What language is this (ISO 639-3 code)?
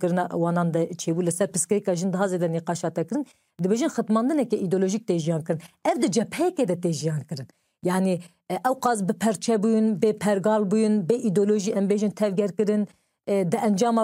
kur